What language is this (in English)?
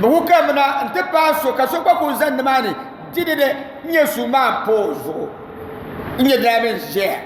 Dagbani